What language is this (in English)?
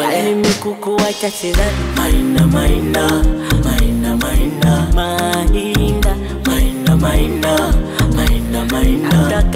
Swahili